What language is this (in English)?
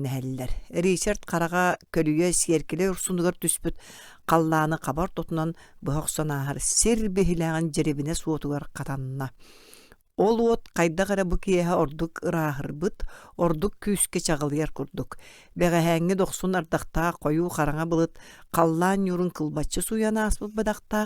Yakut